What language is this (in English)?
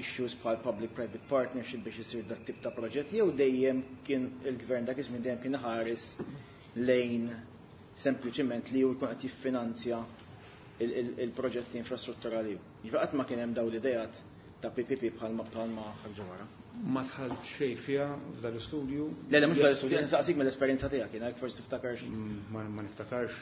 Maltese